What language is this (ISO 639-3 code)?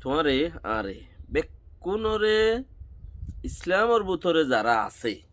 rhg